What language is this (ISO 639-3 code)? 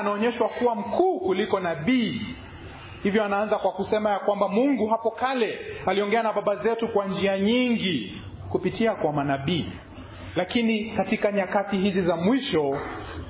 swa